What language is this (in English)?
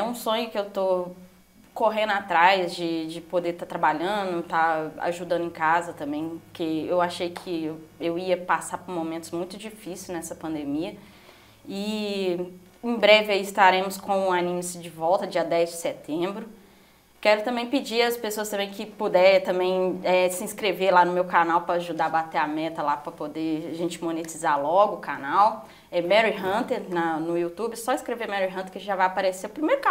Portuguese